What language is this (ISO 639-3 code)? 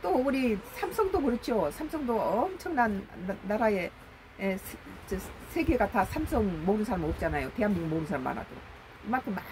kor